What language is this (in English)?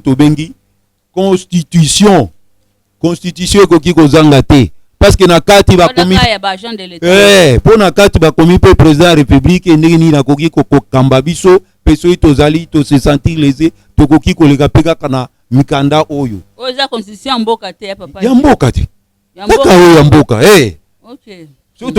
Lingala